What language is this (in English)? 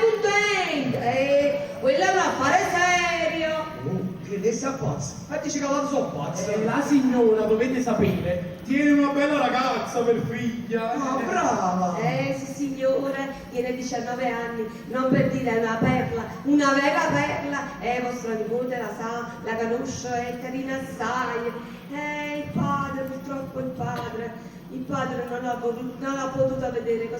Neapolitan